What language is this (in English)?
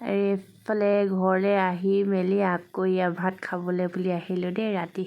Assamese